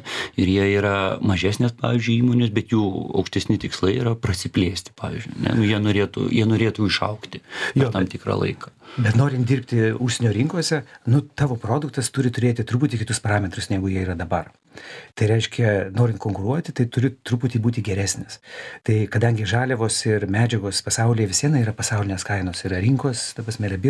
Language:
Lithuanian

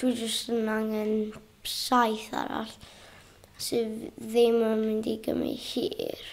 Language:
Welsh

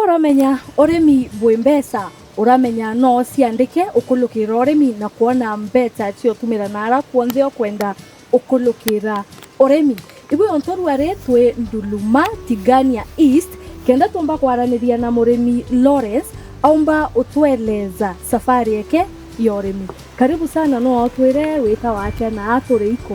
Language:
Meru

